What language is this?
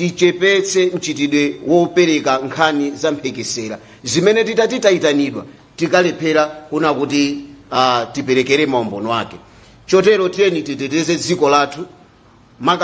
Nyanja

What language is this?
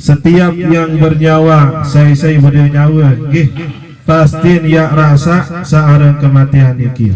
Sasak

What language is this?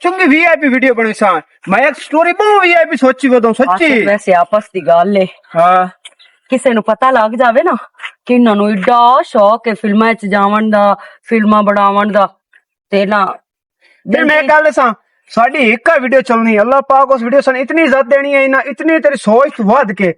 Western Panjabi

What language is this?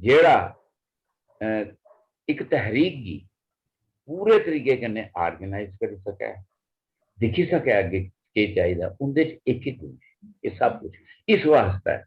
Dogri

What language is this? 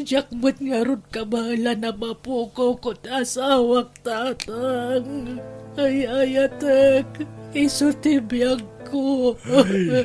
Iloko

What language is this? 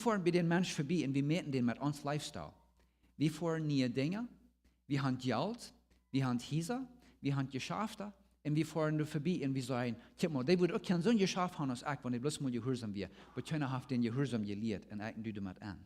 Plautdietsch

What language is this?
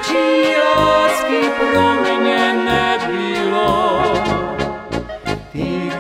Czech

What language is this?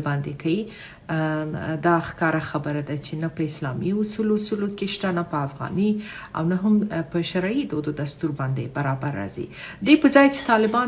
Pashto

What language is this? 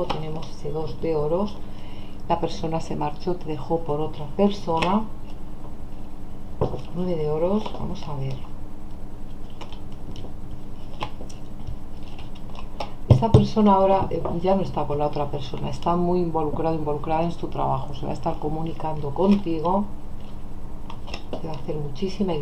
Spanish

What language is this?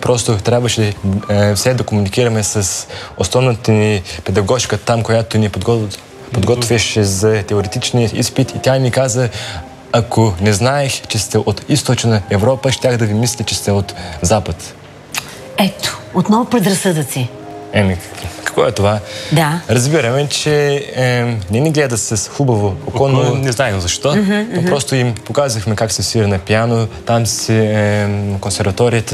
Bulgarian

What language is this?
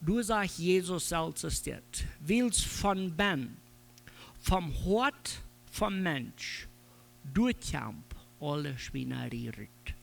Plautdietsch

